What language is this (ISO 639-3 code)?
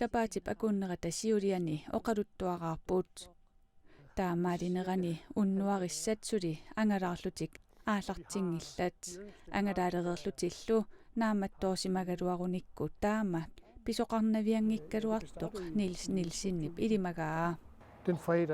kal